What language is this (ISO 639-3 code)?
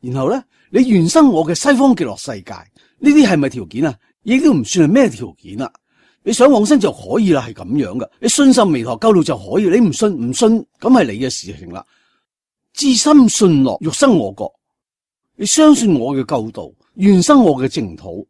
yue